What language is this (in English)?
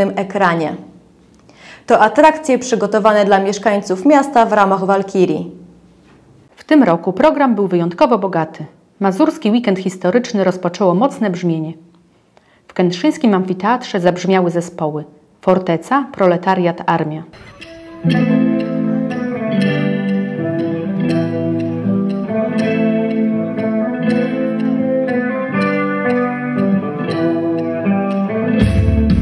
Polish